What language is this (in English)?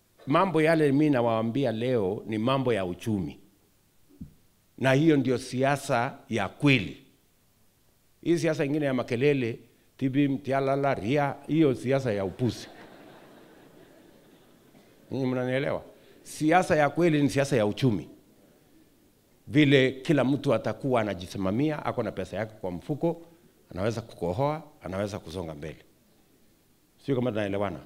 Swahili